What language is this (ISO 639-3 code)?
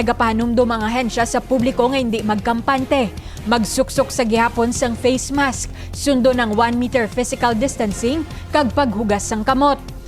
hil